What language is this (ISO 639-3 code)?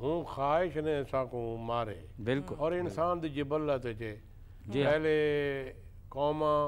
skr